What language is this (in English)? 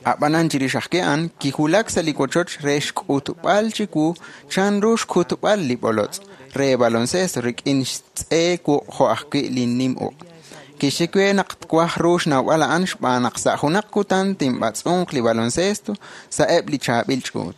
Kekchí